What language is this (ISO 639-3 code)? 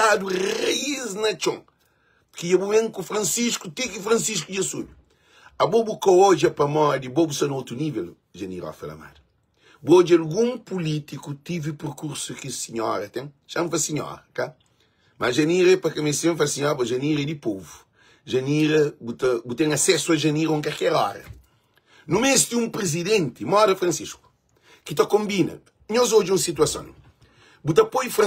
kea